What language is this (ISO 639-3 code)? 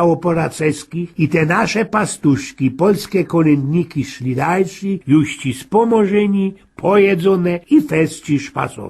szl